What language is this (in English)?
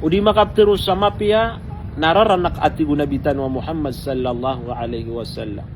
Maranao